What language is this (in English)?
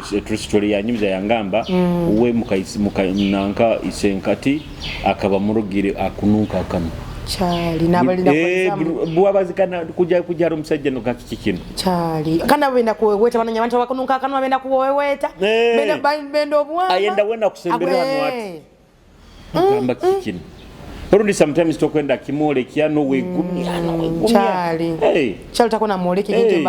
Nyoro